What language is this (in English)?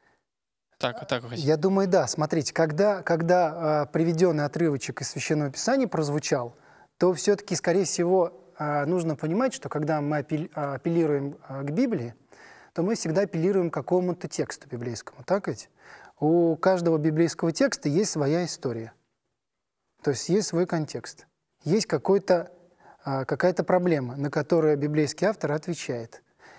Russian